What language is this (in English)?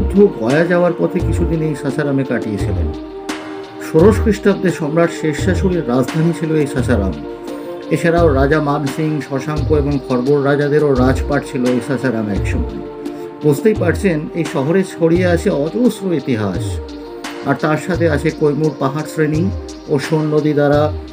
Bangla